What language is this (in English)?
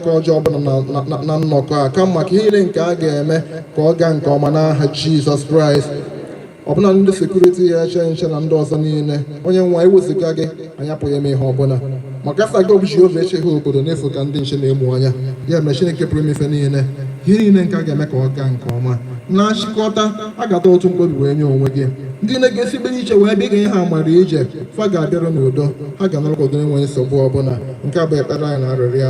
Igbo